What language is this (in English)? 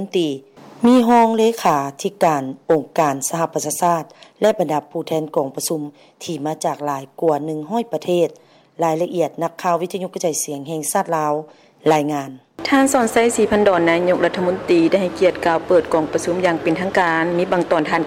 Lao